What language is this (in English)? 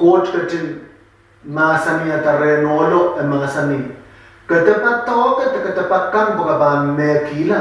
Pohnpeian